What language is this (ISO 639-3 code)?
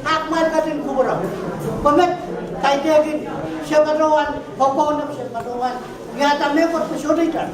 pon